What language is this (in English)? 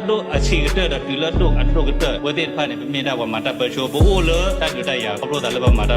S'gaw Karen